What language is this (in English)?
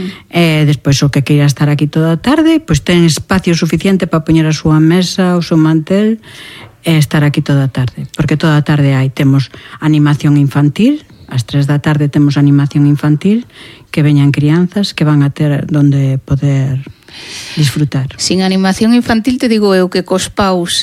Galician